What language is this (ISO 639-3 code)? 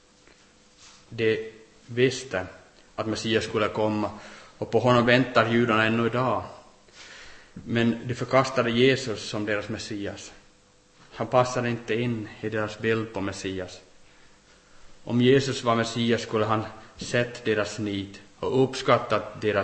swe